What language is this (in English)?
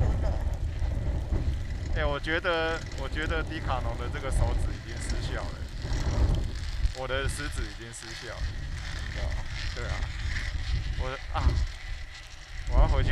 Chinese